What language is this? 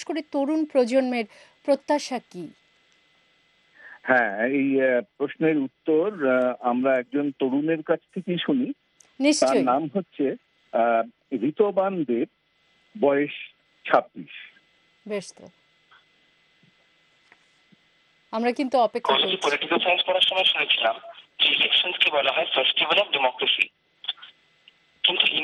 Bangla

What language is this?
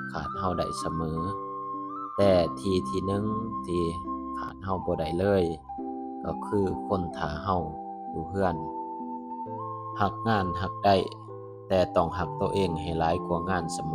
Lao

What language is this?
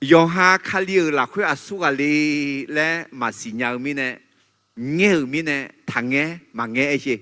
Akha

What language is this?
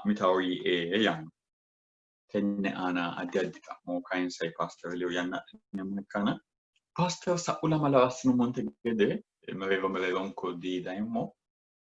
Sidamo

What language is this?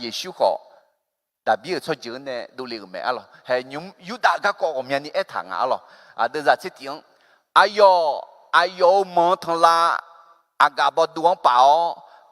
Akha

